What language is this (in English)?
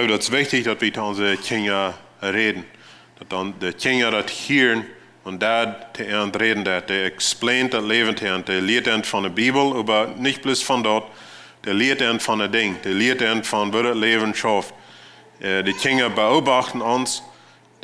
Plautdietsch